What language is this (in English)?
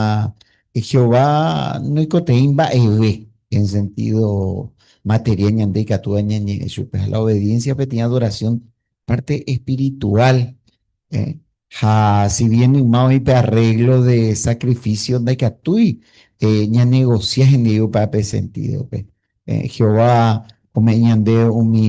Guarani